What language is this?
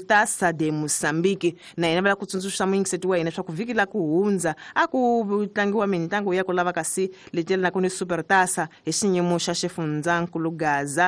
Tsonga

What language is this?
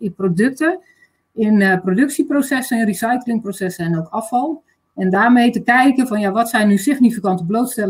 Dutch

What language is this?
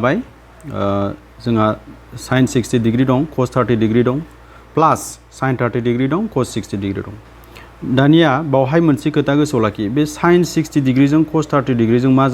Bodo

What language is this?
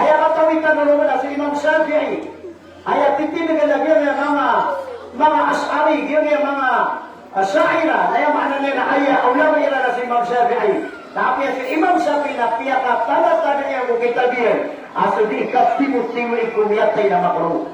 Maranao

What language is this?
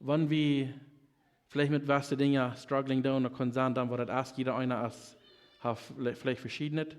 Plautdietsch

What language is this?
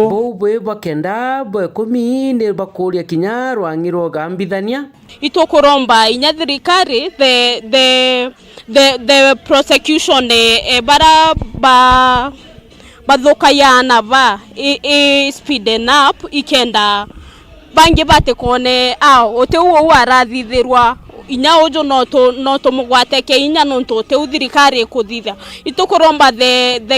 Meru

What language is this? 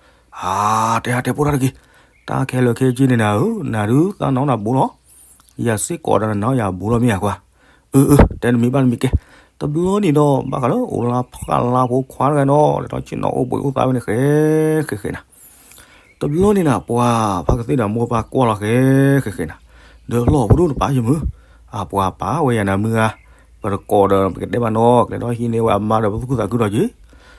S'gaw Karen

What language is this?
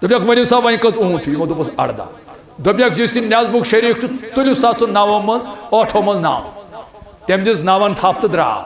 Kashmiri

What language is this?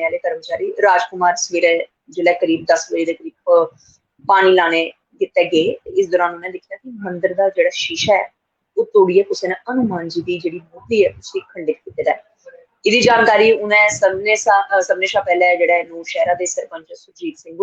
Dogri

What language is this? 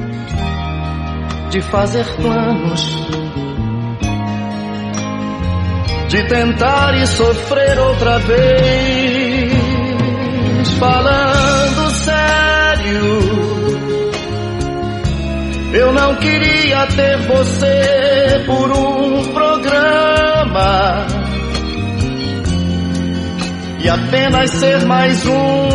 Portuguese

